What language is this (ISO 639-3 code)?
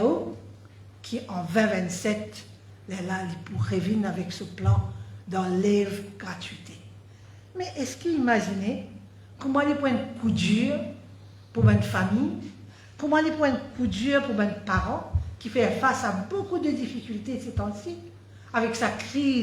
mfe